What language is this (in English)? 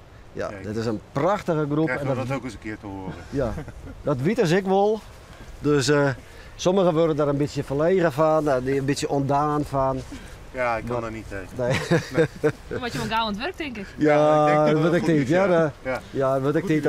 Western Frisian